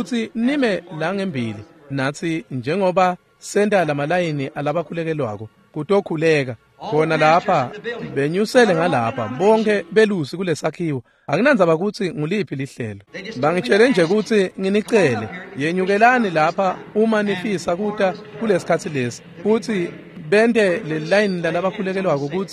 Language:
Swati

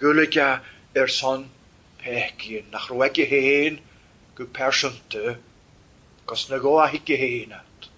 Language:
Welsh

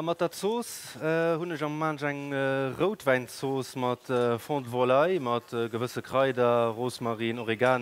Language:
Luxembourgish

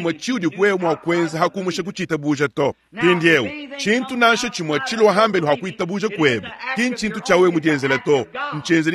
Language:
Luba-Lulua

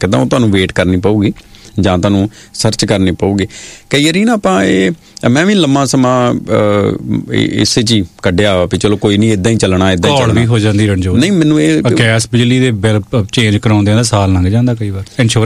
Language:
Punjabi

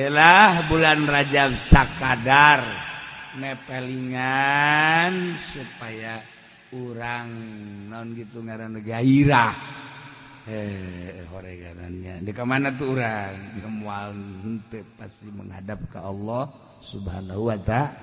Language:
Sundanese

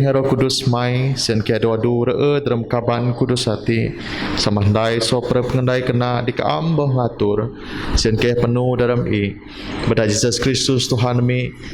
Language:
Biatah Bidayuh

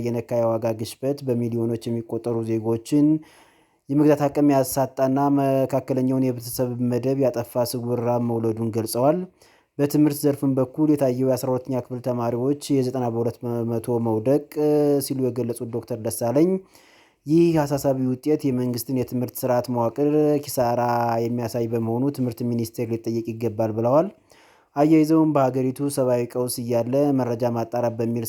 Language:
Amharic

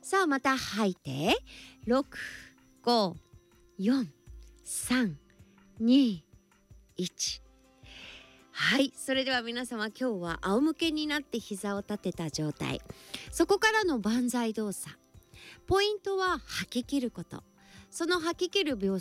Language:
Japanese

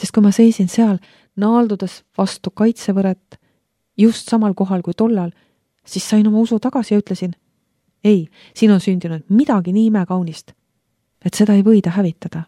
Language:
Estonian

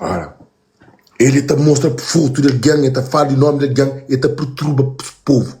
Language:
Kabuverdianu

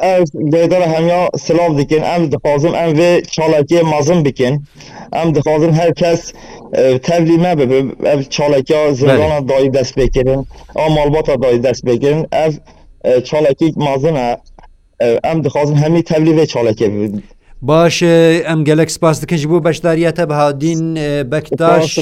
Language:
Kurdish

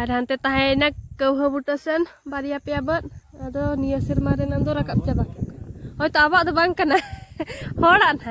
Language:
Santali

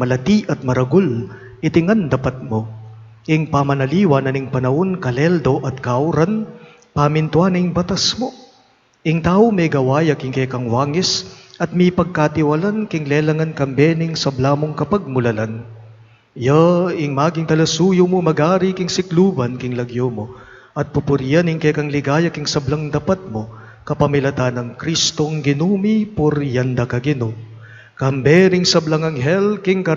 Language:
Pampanga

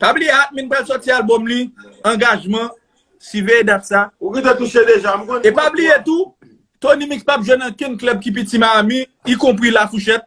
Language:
Haitian Creole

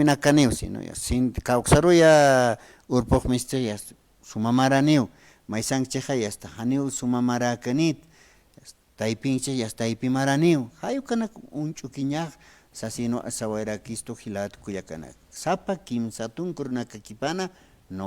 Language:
Aymara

